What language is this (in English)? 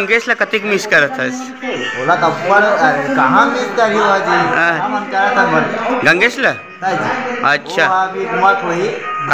Chhattisgarhi